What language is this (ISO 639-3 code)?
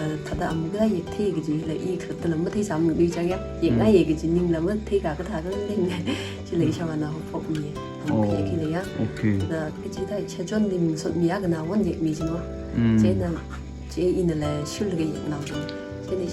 nmf